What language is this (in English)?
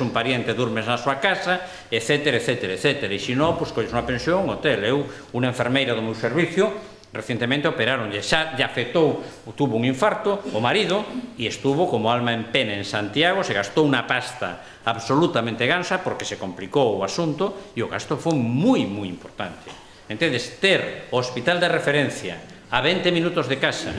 Galician